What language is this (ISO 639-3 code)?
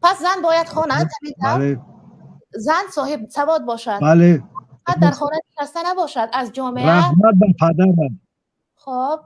tgk